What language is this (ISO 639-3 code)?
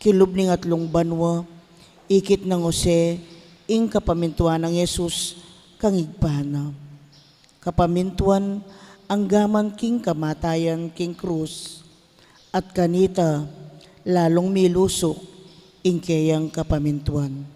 pam